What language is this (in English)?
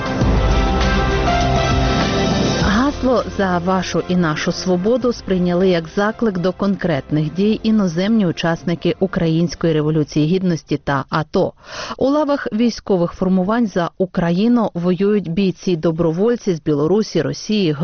Ukrainian